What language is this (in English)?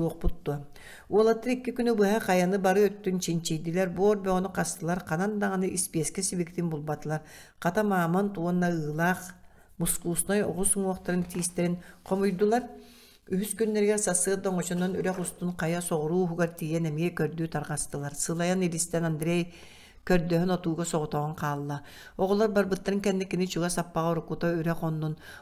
Yakut